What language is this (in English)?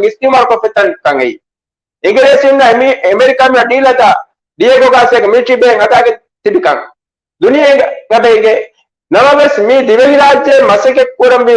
Divehi